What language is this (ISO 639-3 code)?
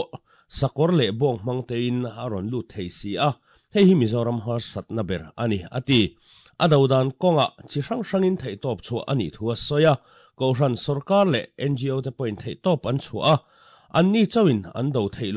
lus